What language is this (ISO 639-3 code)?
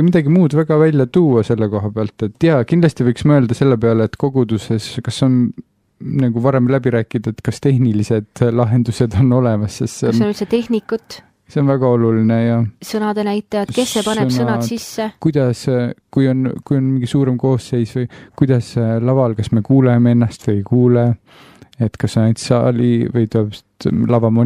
est